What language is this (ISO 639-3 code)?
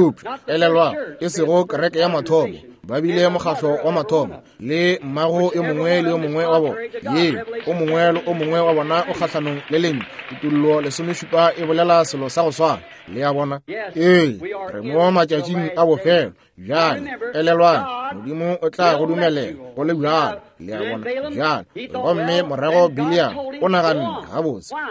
nso